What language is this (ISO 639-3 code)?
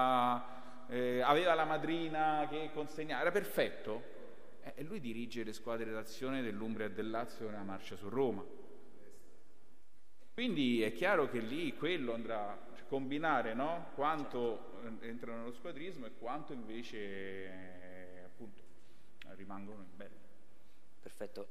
ita